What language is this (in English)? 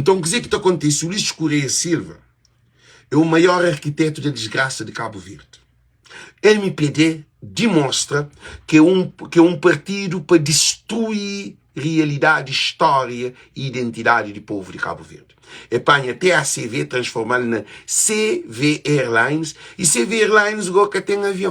Kabuverdianu